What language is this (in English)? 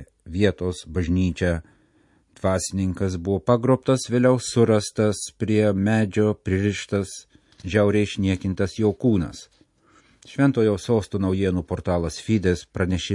Lithuanian